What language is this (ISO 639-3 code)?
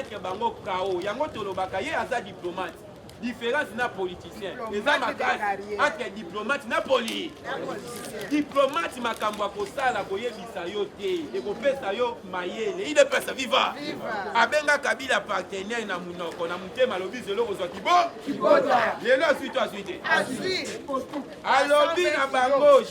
lin